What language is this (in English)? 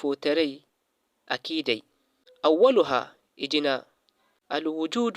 Zarma